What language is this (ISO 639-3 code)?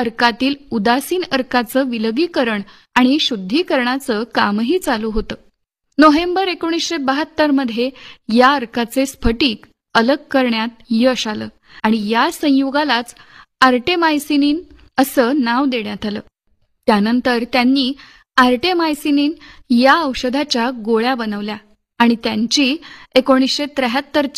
mar